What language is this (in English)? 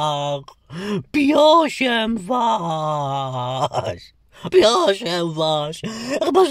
Polish